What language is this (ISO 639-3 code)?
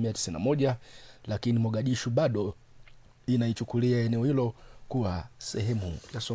swa